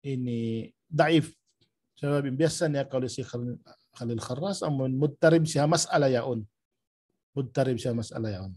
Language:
Tausug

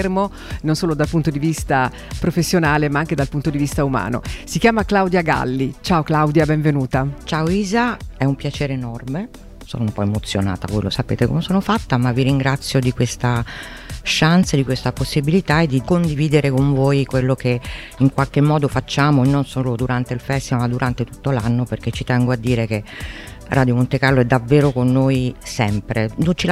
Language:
Italian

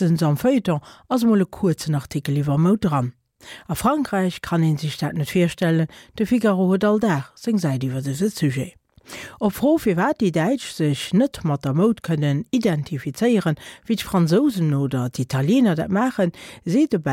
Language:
Luxembourgish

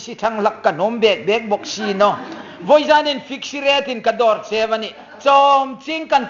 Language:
Hmar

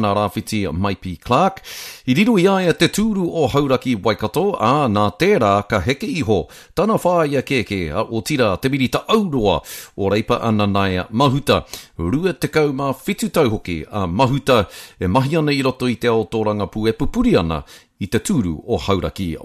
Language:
Māori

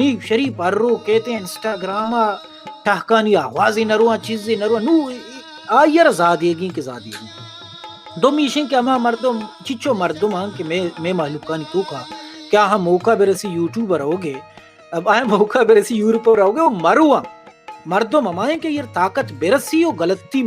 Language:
Baluchi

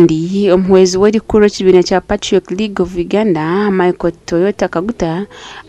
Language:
Nyankole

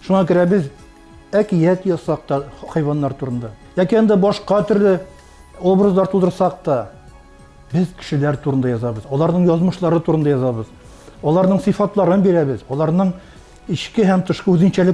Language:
Tatar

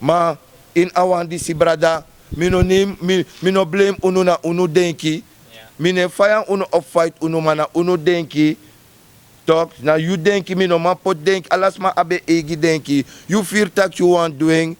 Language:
Sranan Tongo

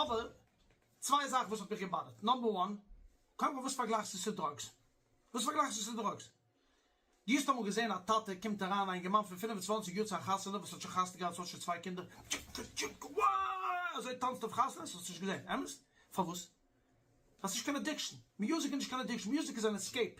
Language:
Yiddish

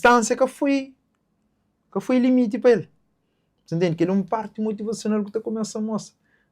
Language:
Kabuverdianu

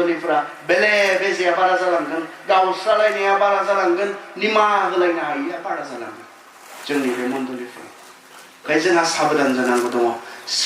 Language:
Bodo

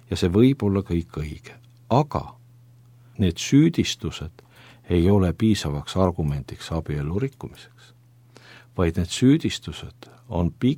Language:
Estonian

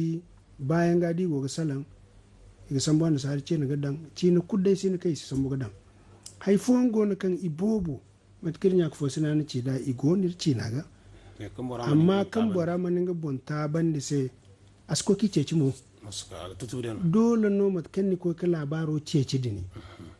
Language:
Zarma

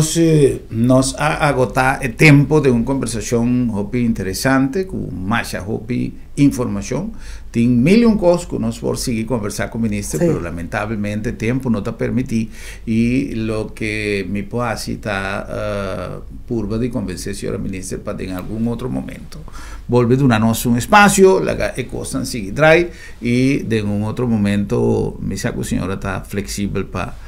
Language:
Papiamento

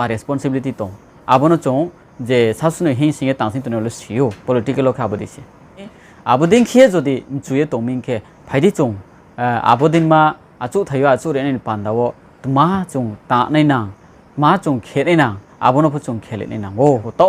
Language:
Riang (India)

